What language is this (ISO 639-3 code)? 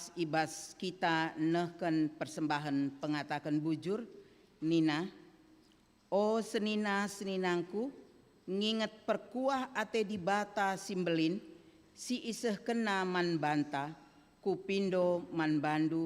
btx